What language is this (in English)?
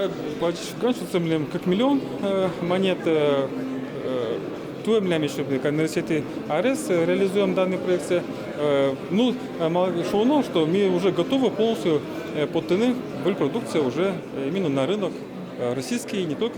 Udmurt